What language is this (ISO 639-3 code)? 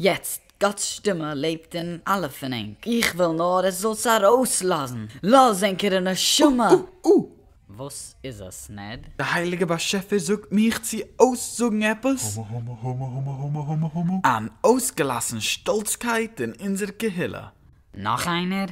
yid